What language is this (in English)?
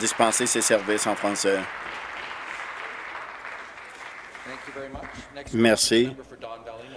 French